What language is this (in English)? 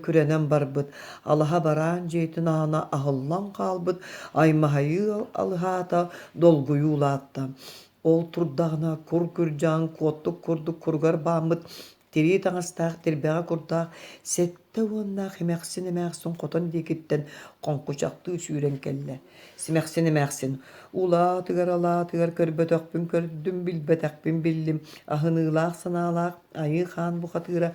Yakut